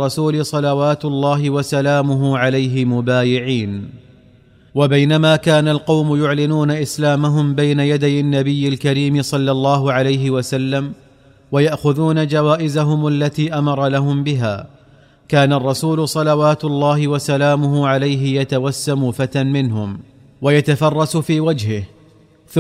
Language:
Arabic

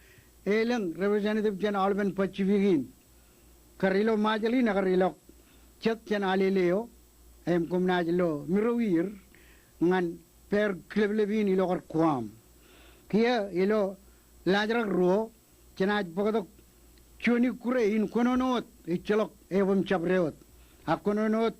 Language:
Marshallese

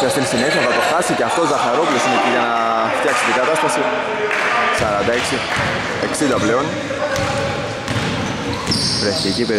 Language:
Greek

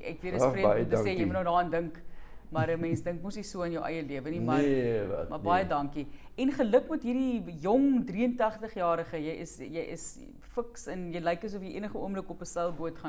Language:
Afrikaans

